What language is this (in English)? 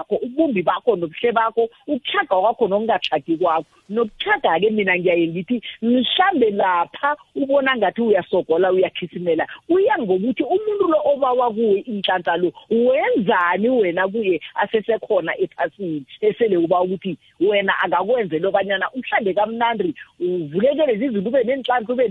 South Ndebele